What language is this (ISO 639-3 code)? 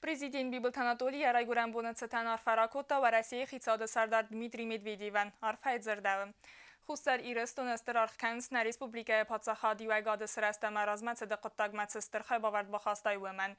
oss